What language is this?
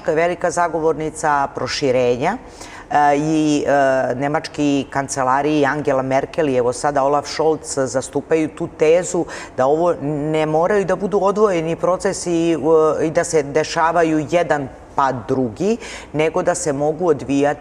Serbian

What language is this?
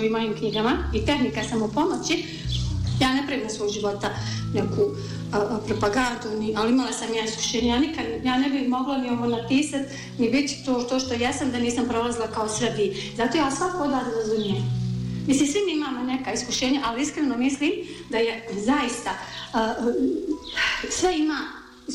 Bosnian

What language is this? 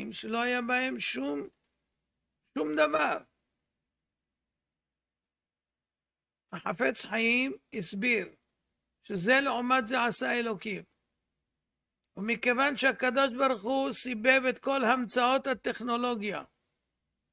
Hebrew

